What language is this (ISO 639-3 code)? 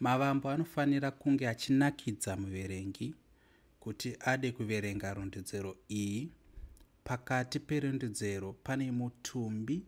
sna